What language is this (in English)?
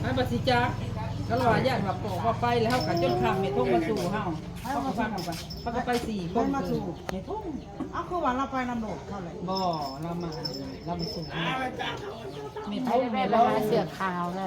Northeastern Thai